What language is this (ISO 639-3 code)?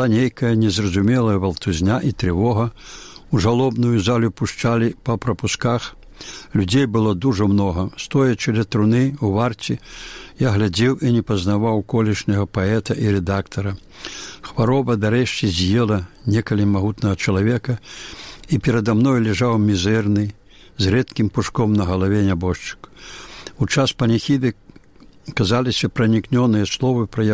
bel